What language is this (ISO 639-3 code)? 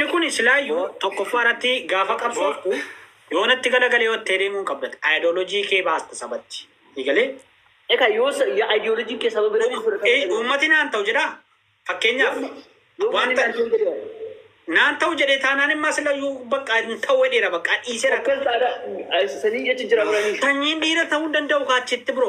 orm